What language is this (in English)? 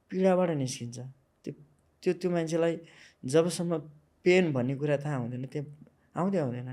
Nepali